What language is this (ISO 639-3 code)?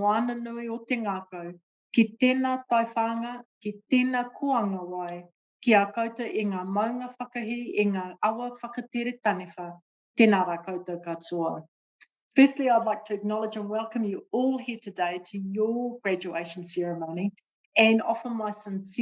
mri